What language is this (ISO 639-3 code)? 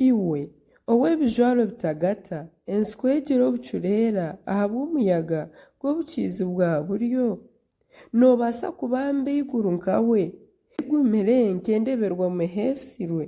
nyn